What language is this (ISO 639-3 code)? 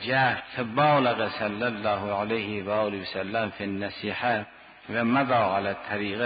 fas